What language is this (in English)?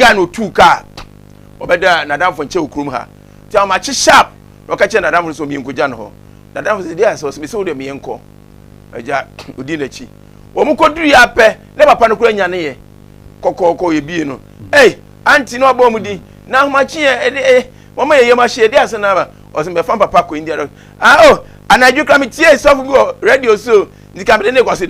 Akan